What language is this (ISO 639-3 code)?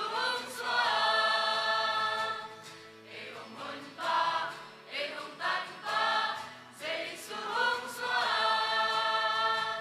ctd